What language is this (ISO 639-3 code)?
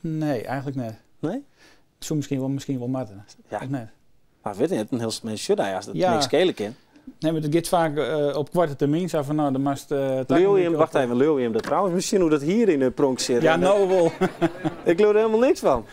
fry